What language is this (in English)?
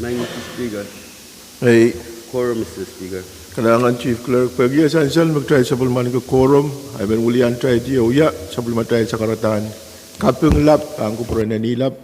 Pohnpeian